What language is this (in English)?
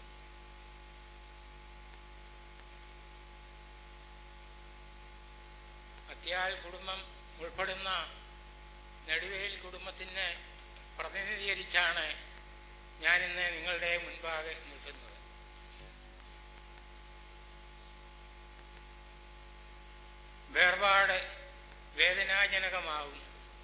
Malayalam